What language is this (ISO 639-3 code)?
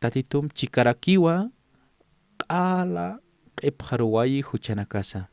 aym